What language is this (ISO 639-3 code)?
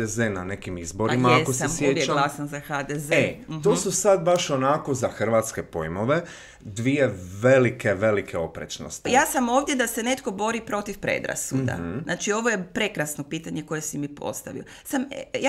hrv